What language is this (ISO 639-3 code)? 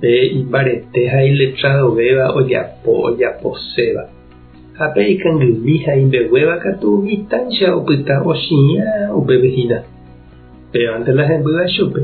grn